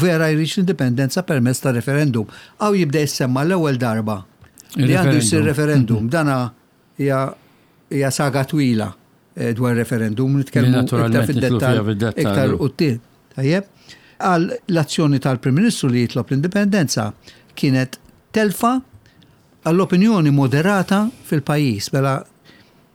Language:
Maltese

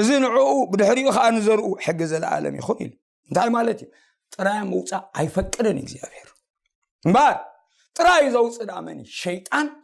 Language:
Tigrinya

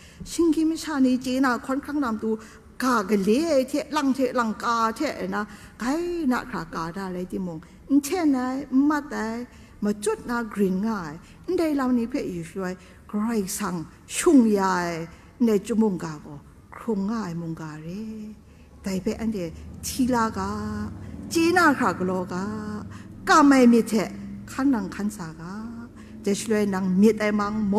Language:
Kachin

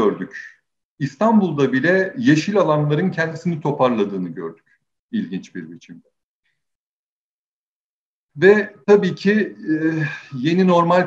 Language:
Turkish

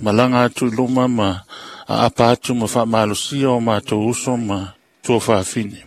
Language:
Samoan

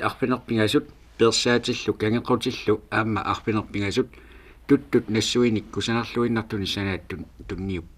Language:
Kalaallisut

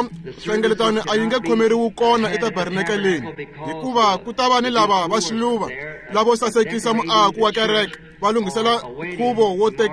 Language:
Tsonga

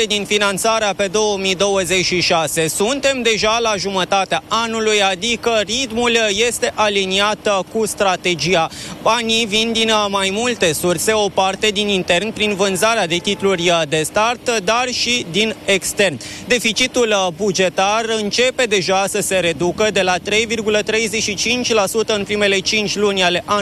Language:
Romanian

